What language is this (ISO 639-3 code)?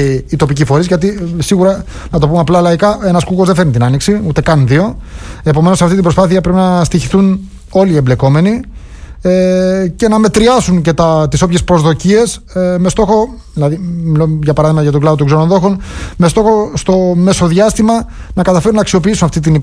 ell